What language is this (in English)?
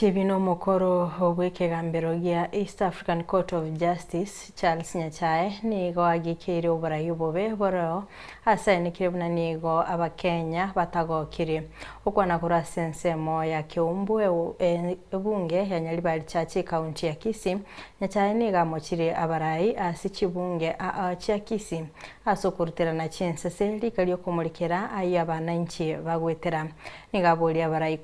Gusii